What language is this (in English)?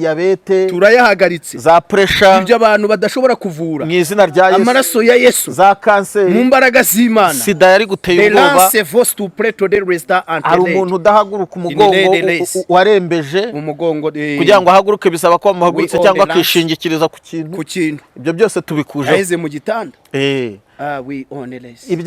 Kinyarwanda